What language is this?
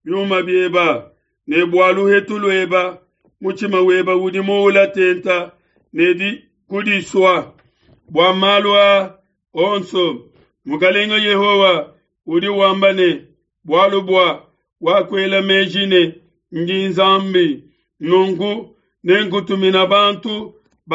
Luba-Lulua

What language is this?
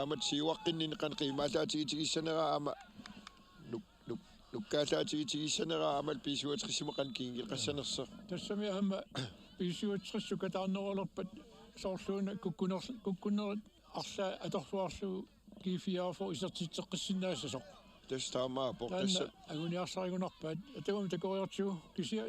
Kalaallisut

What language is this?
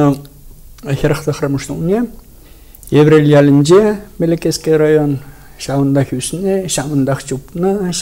Chuvash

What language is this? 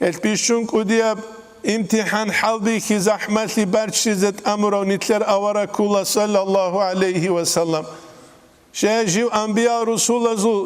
Avaric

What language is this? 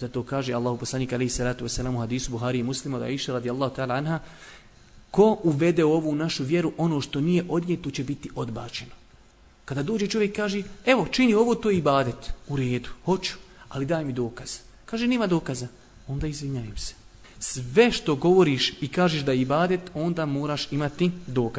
Bosnian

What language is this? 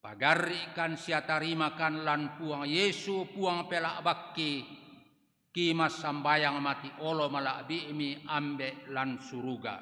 Toraja-Sa'dan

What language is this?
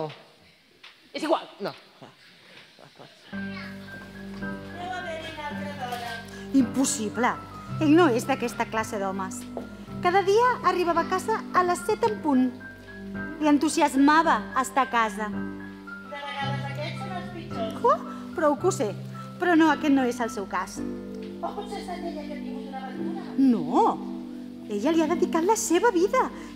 Catalan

